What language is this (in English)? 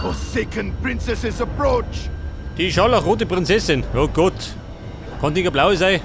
Bavarian